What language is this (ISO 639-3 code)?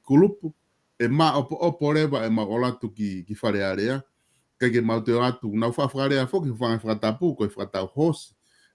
ton